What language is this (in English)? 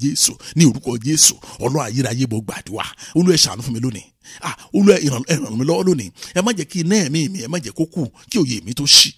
Yoruba